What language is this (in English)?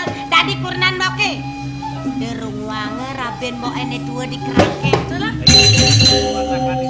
Balinese